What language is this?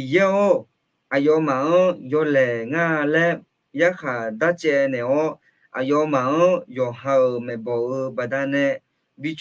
Akha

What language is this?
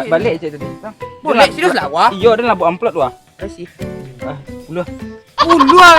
Minangkabau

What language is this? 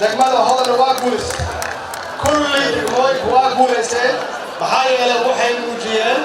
Somali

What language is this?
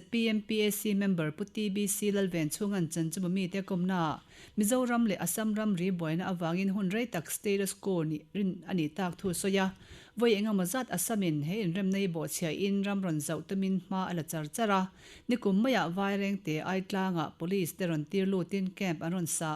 Mizo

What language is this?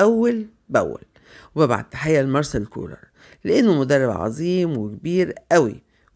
Egyptian Arabic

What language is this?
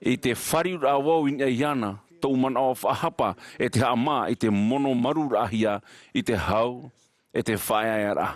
Tahitian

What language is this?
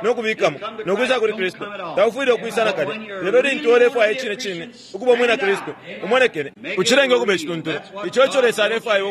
Bemba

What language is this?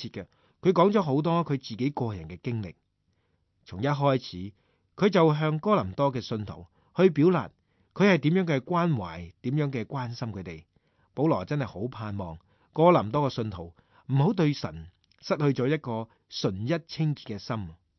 Cantonese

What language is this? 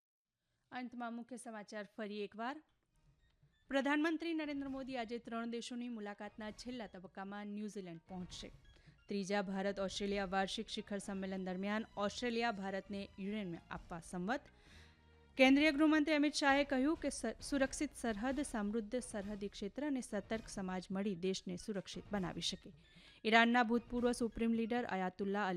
Gujarati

